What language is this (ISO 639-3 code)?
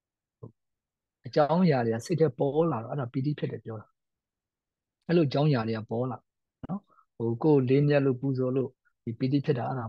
mya